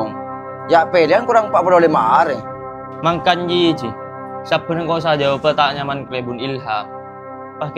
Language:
Madurese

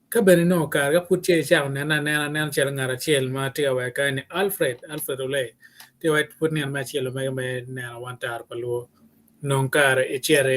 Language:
Acoli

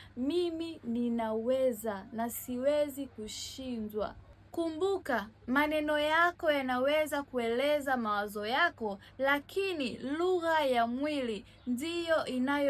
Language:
Swahili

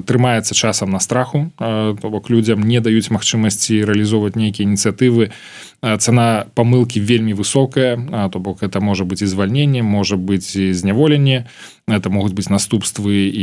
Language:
Belarusian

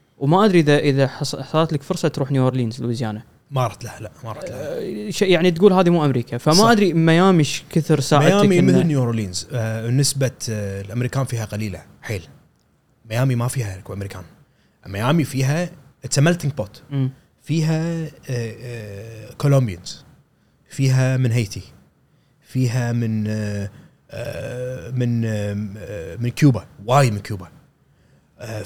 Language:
Gulf Arabic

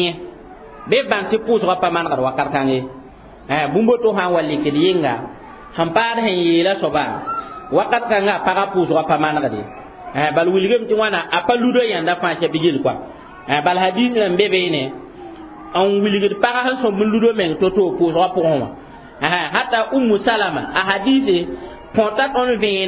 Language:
Mossi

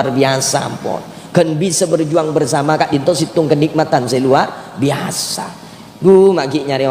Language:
Madurese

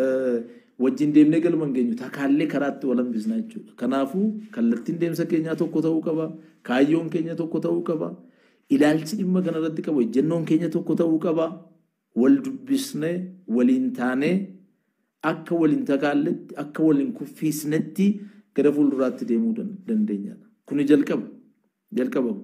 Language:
Oromo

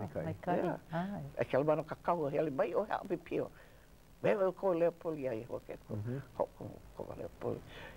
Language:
Hawaiian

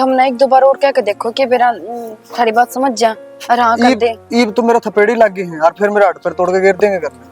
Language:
Haryanvi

